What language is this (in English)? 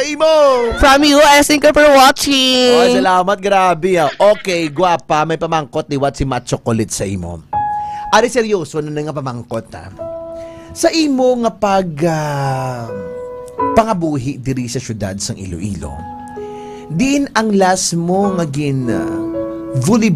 Hiligaynon